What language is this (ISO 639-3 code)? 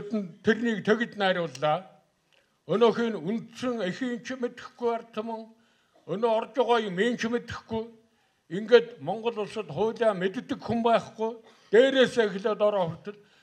mon